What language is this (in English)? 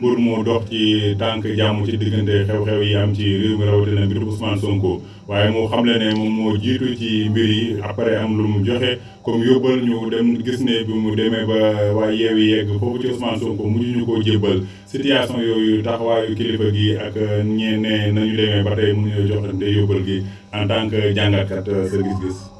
Wolof